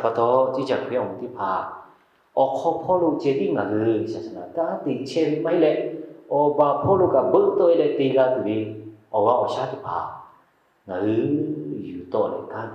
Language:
Lahu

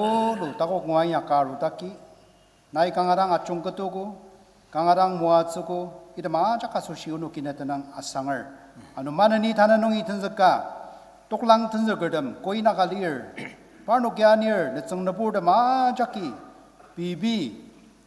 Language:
Ao Naga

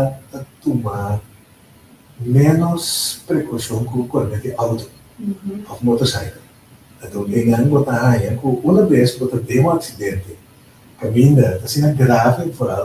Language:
Papiamento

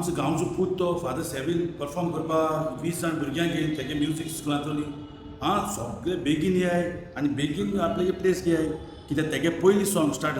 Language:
Konkani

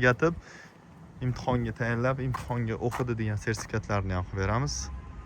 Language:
Uzbek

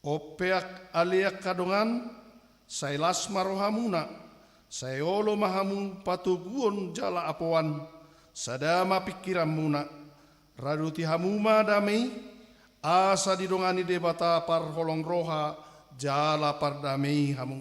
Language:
Batak Toba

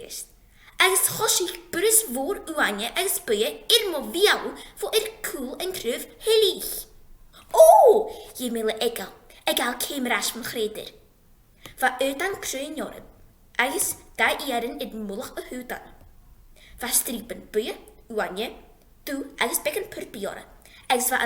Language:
Scottish Gaelic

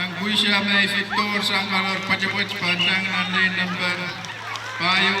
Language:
Pohnpeian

